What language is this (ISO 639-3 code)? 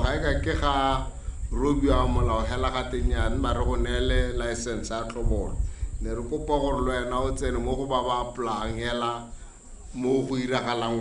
tsn